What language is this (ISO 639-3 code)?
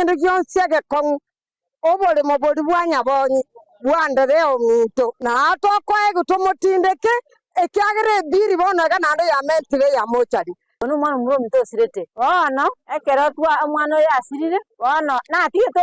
guz